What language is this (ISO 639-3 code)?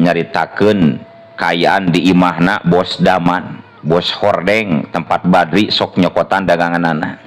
sun